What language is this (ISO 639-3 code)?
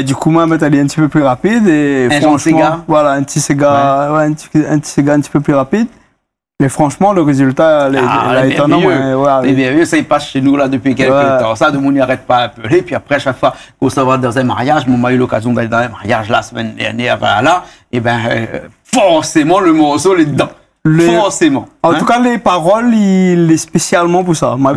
rcf